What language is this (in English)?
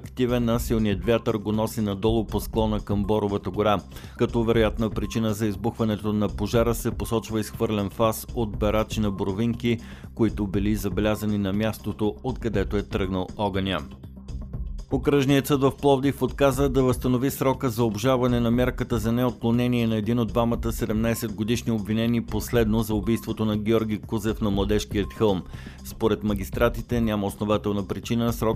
Bulgarian